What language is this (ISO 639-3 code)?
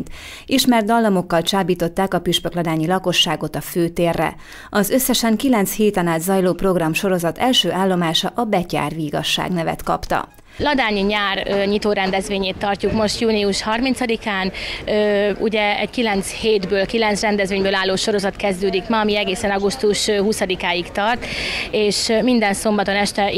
hun